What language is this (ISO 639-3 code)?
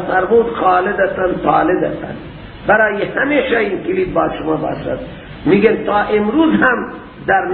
fas